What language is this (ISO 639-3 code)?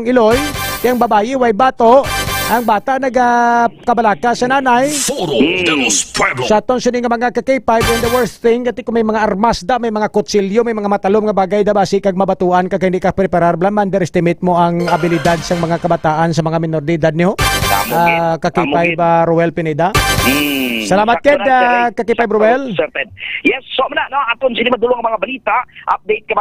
hil